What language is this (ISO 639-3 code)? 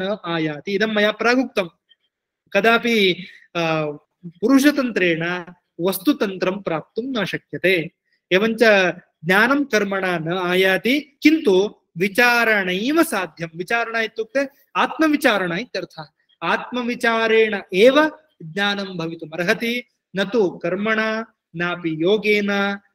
san